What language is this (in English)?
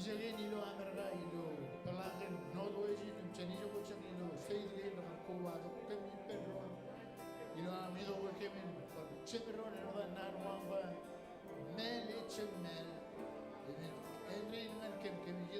Marshallese